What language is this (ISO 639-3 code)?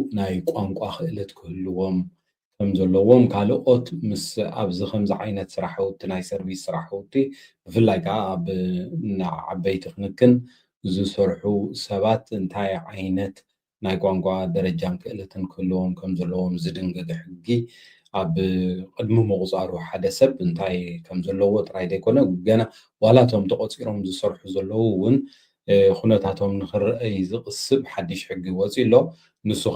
tir